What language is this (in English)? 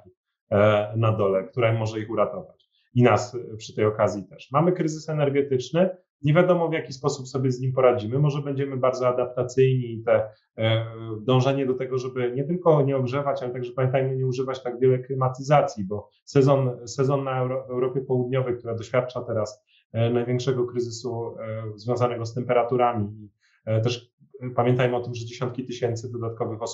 Polish